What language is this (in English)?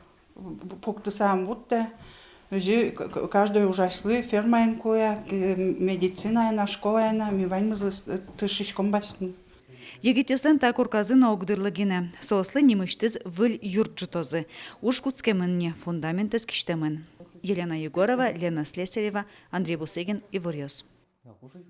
Udmurt